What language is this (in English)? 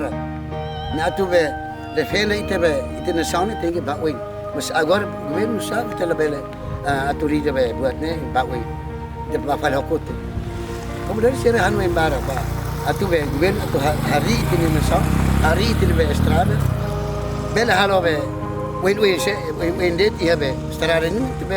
Tetum